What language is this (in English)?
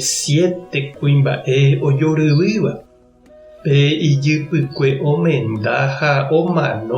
Guarani